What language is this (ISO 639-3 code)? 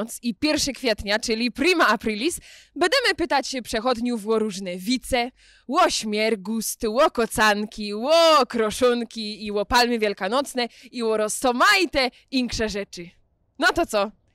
szl